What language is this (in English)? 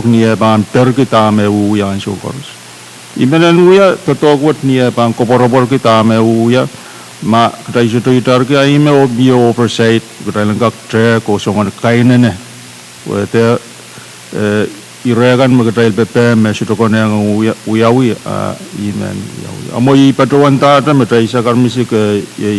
Pohnpeian